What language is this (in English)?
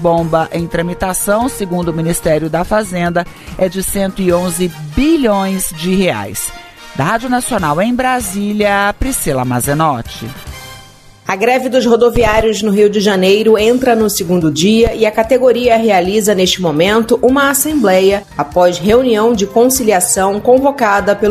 Portuguese